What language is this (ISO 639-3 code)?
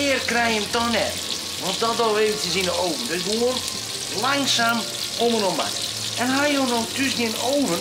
fry